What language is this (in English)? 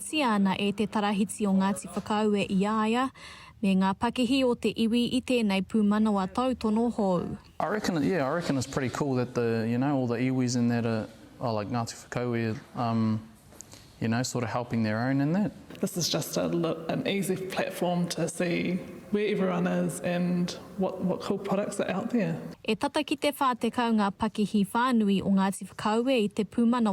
Māori